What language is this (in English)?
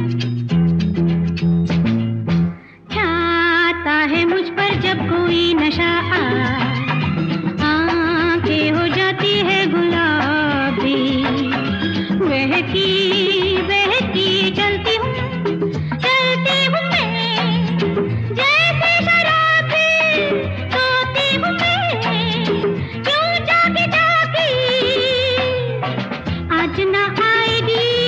Hindi